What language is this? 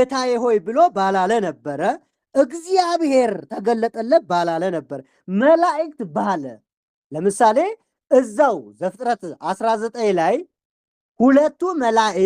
Amharic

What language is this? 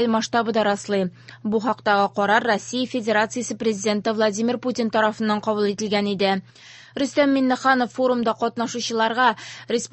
Tatar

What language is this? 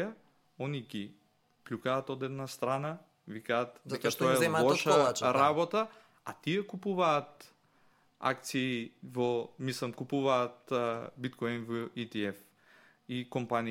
Macedonian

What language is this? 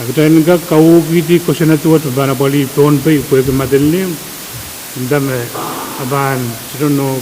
Pohnpeian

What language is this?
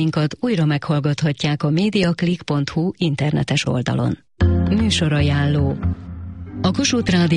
Hungarian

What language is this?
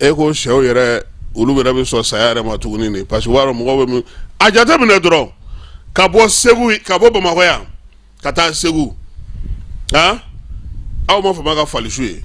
Bambara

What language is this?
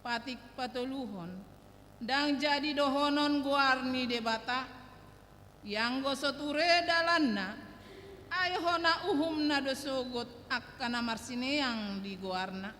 Batak Toba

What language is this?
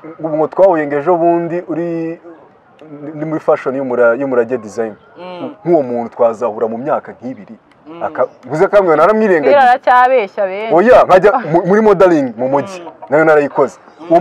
Kinyarwanda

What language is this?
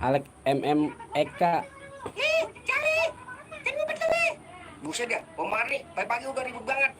Betawi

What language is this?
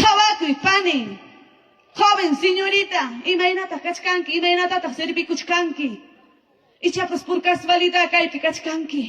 Ayacucho Quechua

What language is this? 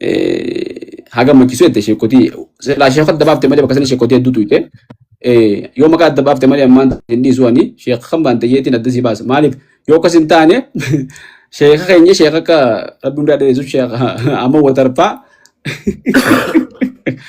Oromo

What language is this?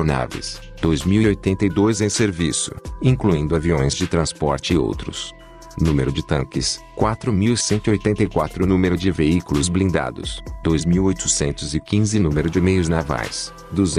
Portuguese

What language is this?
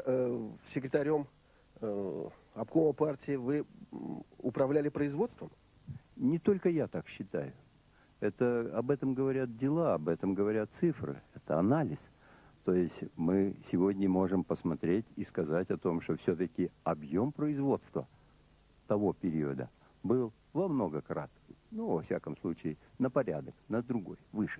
Russian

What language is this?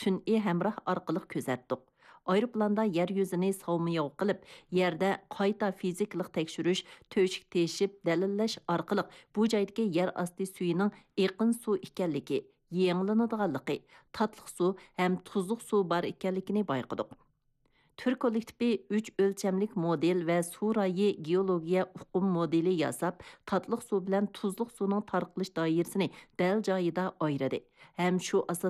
Uyghur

